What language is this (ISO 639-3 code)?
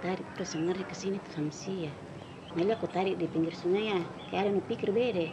mfp